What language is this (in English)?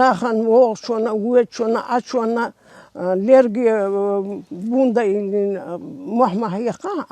Chechen